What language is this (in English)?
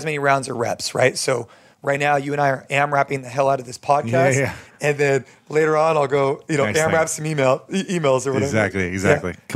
English